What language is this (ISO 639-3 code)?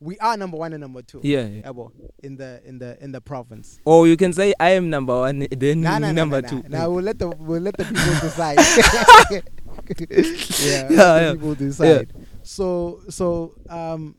eng